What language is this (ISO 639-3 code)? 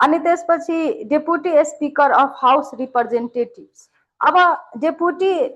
nep